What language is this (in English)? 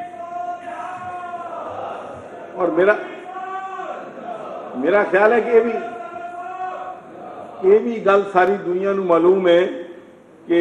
Punjabi